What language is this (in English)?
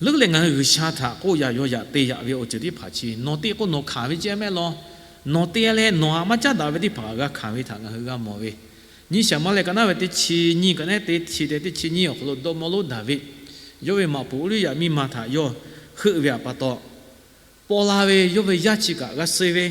Lahu